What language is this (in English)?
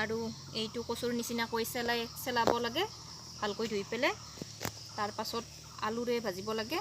Assamese